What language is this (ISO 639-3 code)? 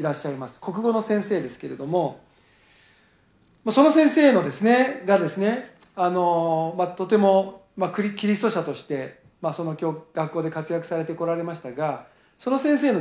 jpn